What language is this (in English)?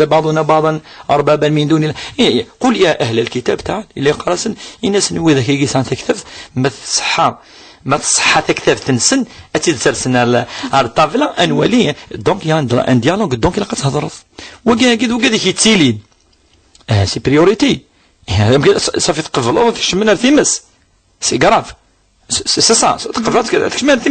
Kabyle